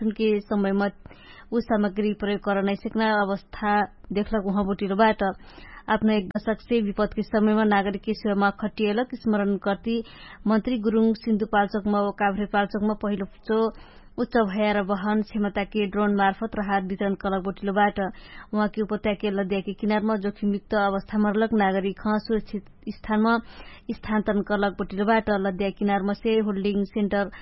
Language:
Dangaura Tharu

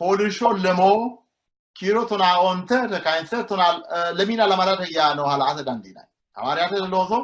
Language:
Sidamo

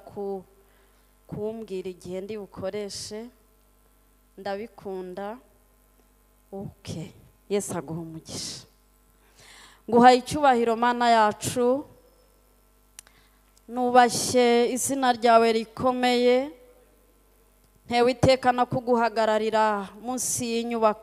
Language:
Kinyarwanda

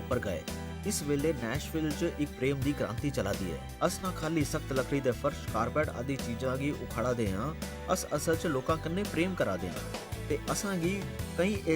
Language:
Dogri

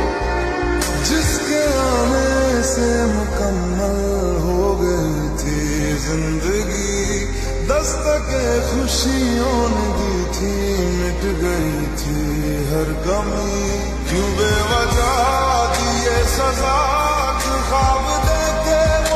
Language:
Hindi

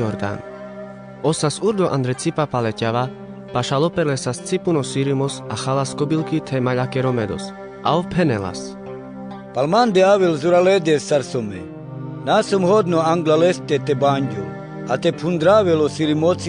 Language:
Carpathian Romani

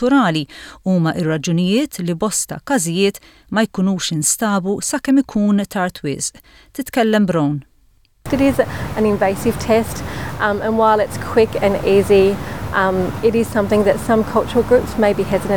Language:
Maltese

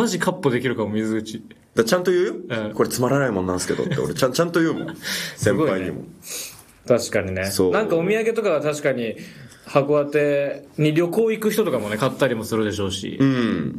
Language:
Japanese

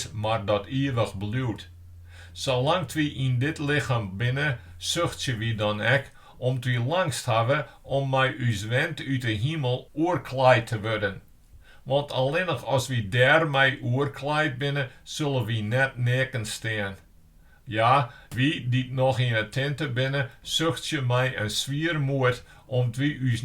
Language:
Western Frisian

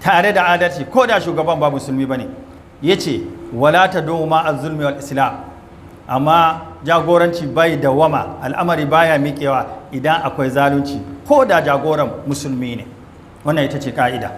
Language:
Hausa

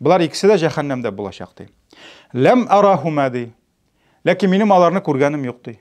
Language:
Tatar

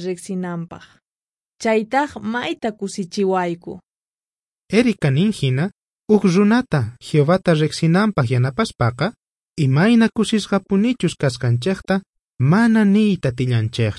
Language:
South Bolivian Quechua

